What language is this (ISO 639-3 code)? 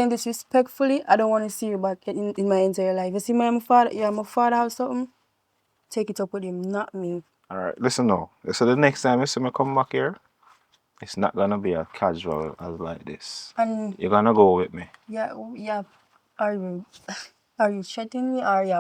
jam